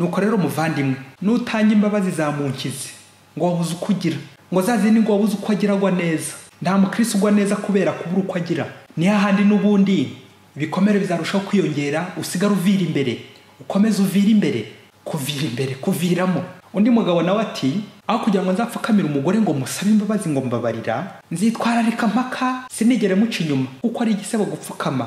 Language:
Kinyarwanda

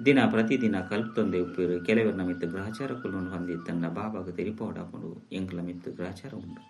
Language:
Tulu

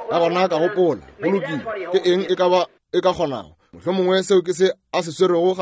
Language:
Northern Sotho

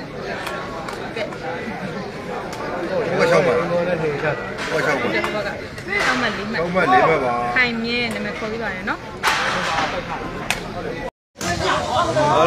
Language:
Burmese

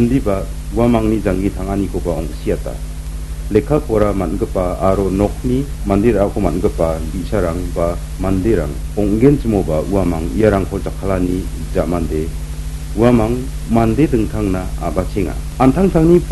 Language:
Garo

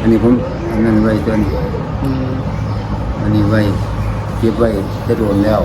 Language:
Northeastern Thai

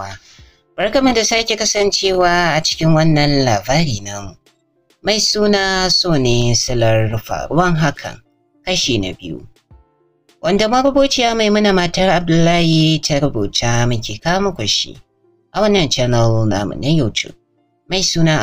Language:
Hausa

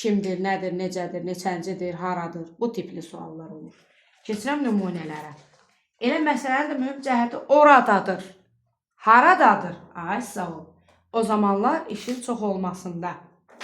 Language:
Azerbaijani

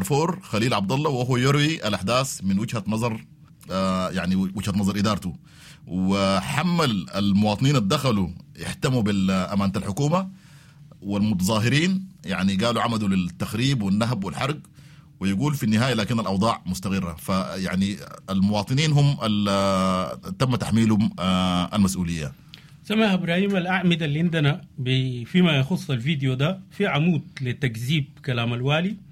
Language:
Sudanese Arabic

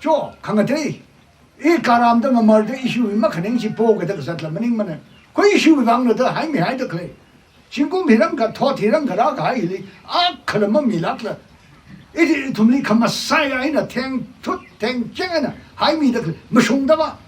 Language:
Tangkhul Naga (India)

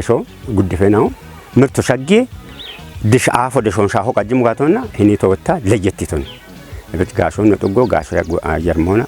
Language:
Kafa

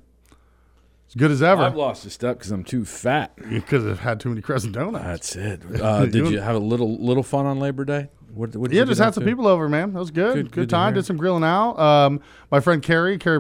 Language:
English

